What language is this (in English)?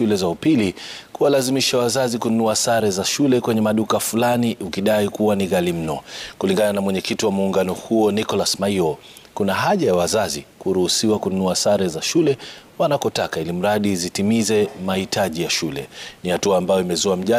Swahili